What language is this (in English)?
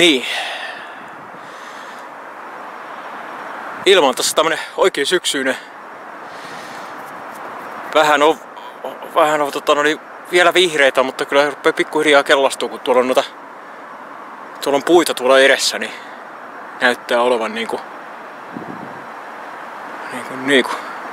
Finnish